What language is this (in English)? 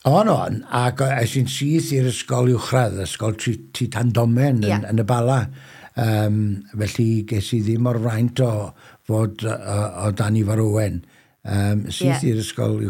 Welsh